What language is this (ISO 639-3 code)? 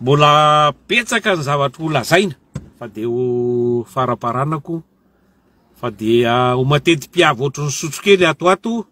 mlg